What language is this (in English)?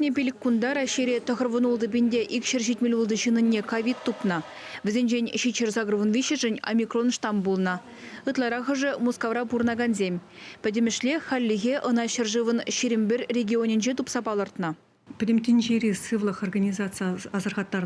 Chuvash